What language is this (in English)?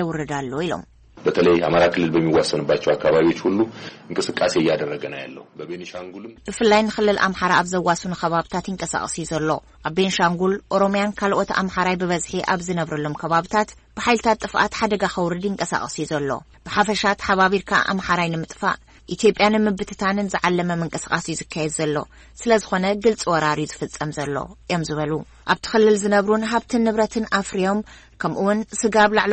Tigrinya